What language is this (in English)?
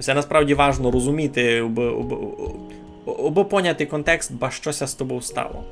Rusyn